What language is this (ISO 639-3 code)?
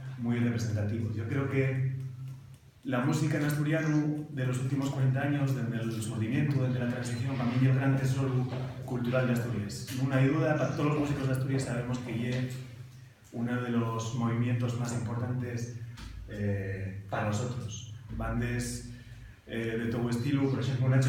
ast